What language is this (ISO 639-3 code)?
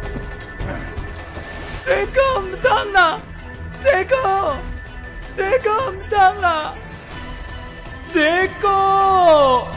nan